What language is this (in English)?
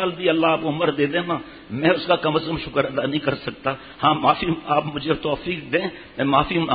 Urdu